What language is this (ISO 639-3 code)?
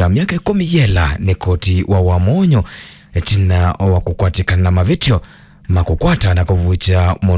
kam